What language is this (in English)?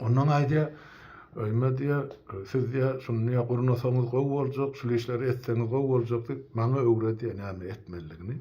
Turkmen